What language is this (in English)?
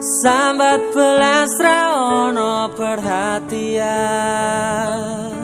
Sundanese